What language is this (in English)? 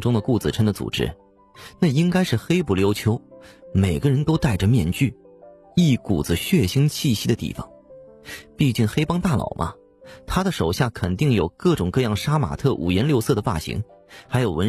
Chinese